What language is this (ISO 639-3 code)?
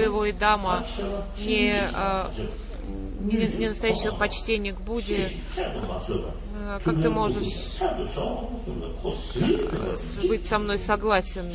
rus